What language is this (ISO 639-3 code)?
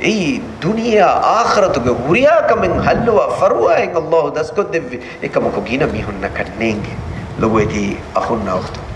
div